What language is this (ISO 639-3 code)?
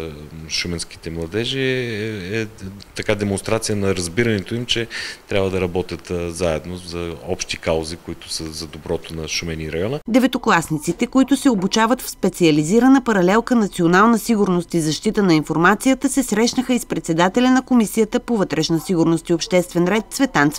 bul